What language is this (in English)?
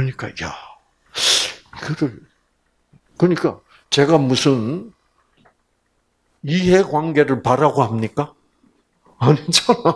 Korean